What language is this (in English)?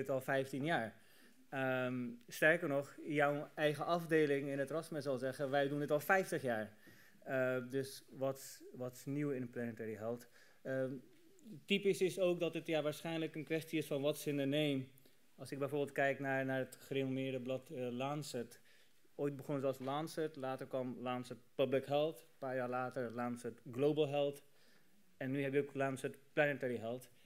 Dutch